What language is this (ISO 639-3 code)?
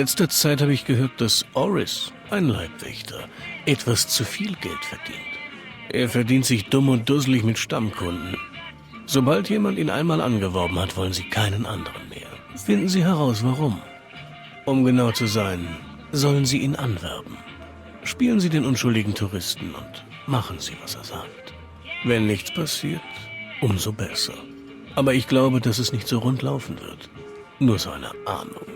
bar